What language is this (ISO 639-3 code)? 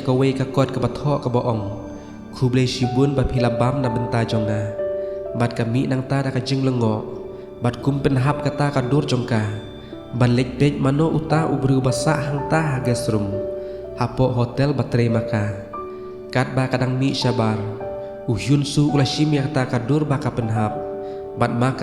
kha